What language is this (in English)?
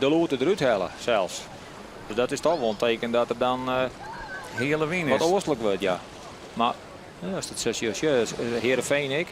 Western Frisian